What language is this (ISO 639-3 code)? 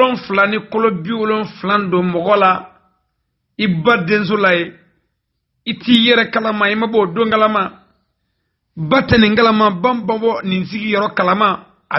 bam